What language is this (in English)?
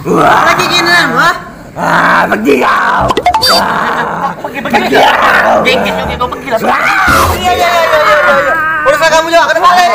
Musi